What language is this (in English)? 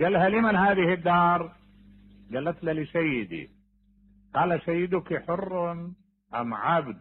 Mesopotamian Arabic